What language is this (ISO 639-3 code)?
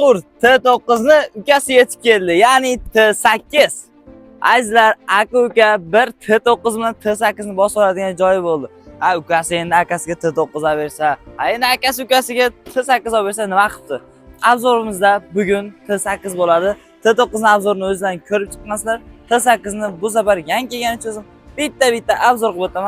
uzb